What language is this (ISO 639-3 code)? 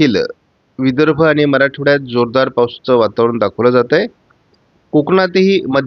mar